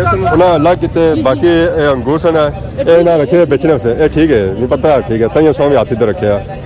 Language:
Pahari-Potwari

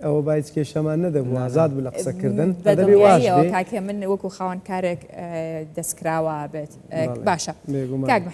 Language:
Central Kurdish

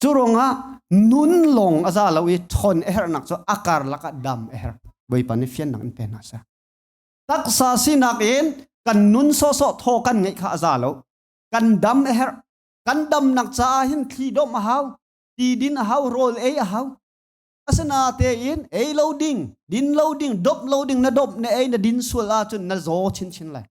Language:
Hakha Chin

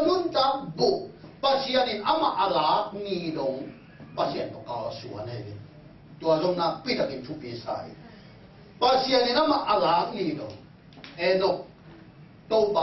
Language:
Tedim Chin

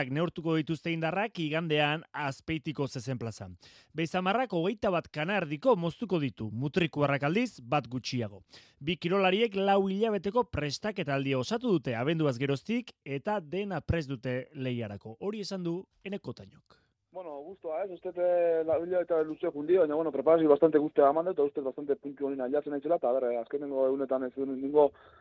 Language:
Basque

